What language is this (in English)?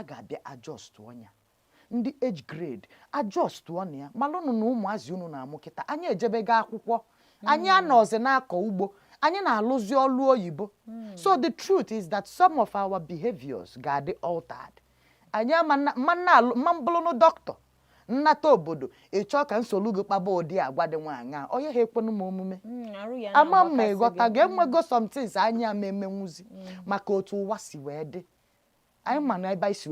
Igbo